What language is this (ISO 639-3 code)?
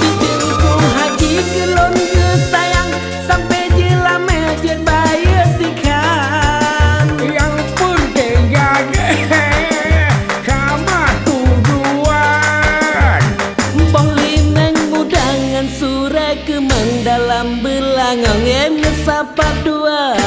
ace